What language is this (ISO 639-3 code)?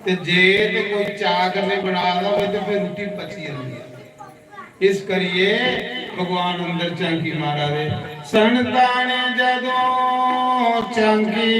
doi